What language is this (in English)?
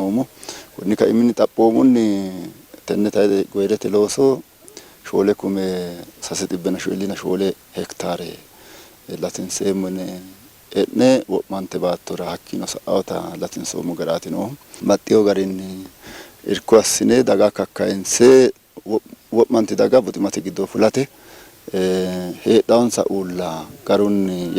Sidamo